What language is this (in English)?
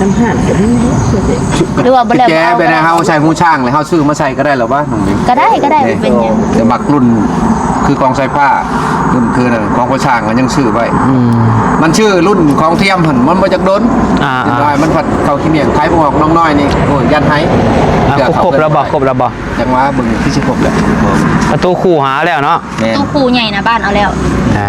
Northeastern Thai